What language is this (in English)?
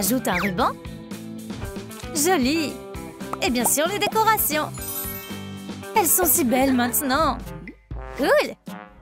French